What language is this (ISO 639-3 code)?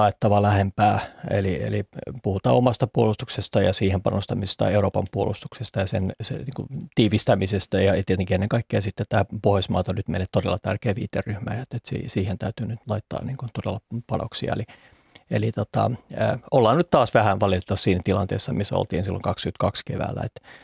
fin